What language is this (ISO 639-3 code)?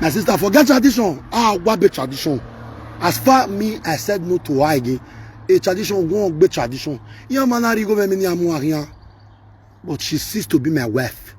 pcm